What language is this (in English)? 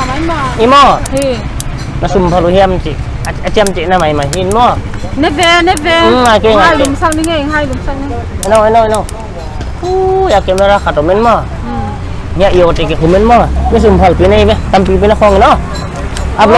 Paite Chin